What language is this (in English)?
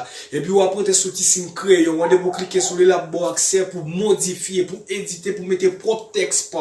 Haitian Creole